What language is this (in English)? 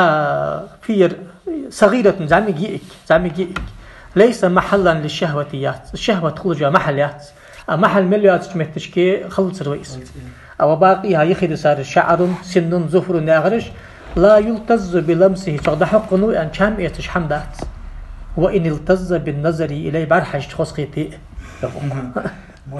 Ingush